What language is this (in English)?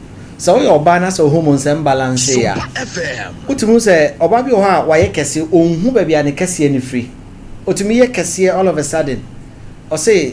Akan